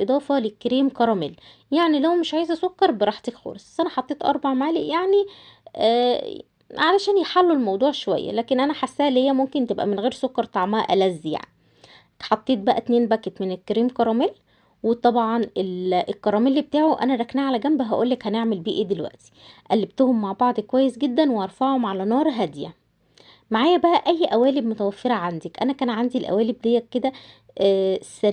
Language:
Egyptian Arabic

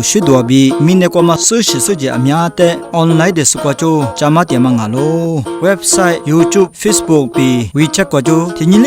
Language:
Lisu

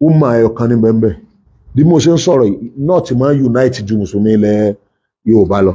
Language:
Yoruba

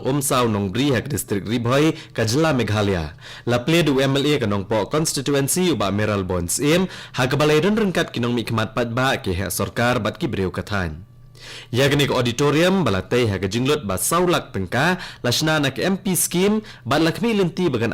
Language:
Khasi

